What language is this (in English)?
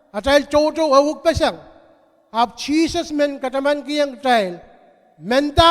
Pohnpeian